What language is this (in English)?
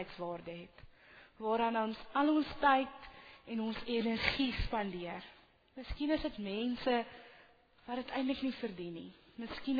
Afrikaans